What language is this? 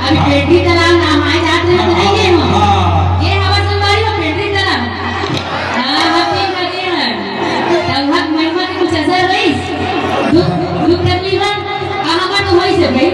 Chhattisgarhi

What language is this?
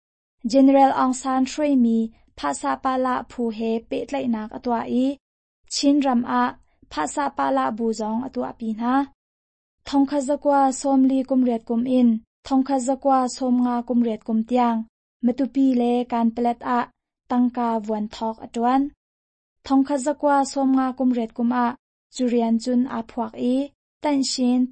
Hakha Chin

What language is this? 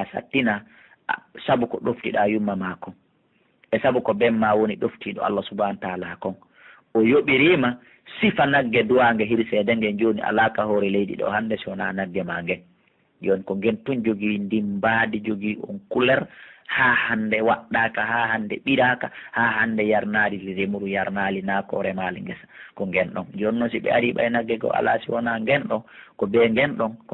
Pular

